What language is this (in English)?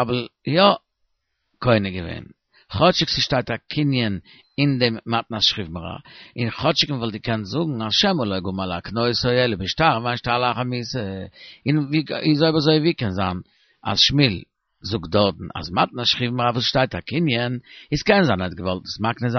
Yiddish